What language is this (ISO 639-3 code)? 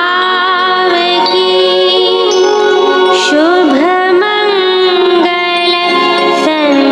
hin